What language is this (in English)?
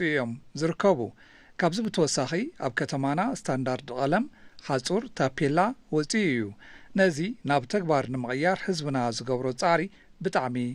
Tigrinya